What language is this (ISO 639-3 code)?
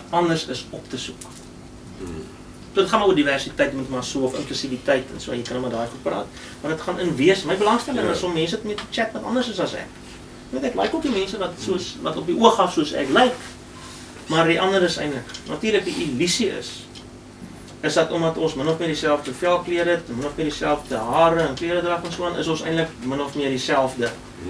afr